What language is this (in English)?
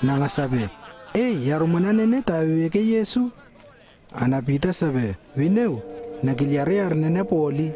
Lewo